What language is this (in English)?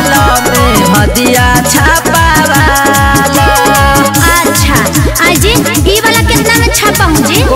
Bhojpuri